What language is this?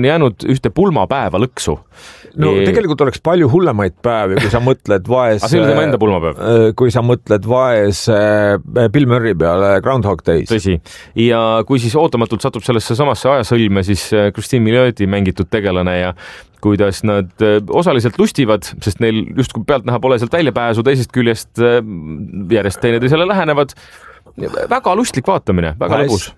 Estonian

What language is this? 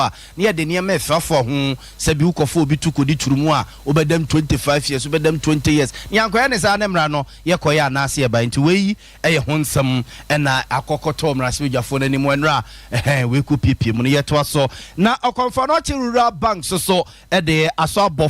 Akan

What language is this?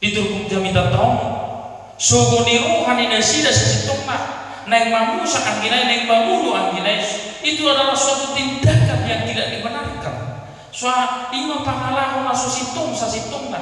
Batak Toba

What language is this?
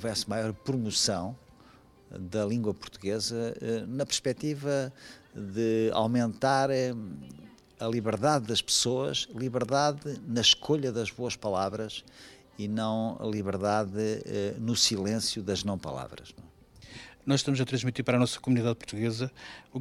Portuguese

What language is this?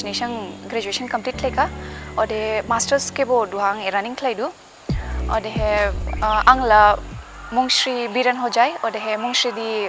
Dimasa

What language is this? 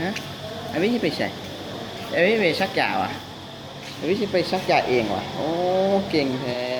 Lao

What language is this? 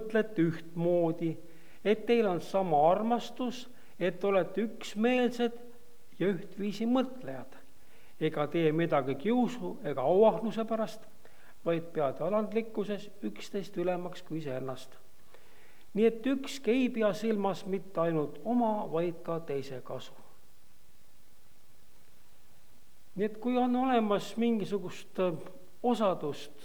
Estonian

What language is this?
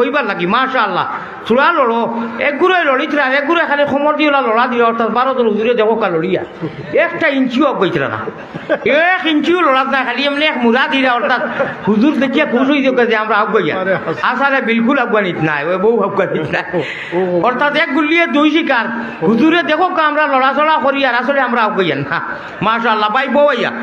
Sylheti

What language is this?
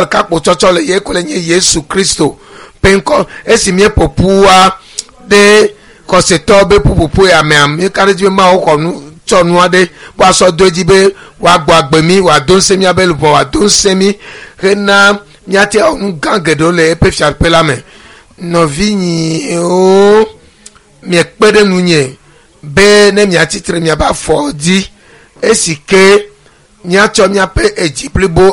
Ewe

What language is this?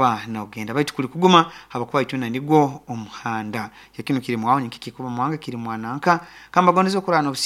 Nyankole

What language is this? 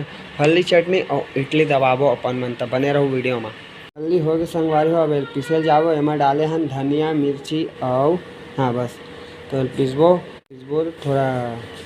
Chhattisgarhi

